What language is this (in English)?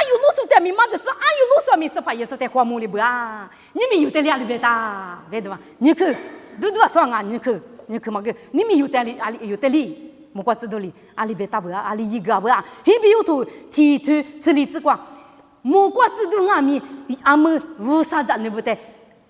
Lisu